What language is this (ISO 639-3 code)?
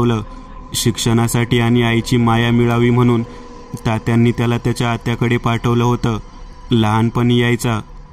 mar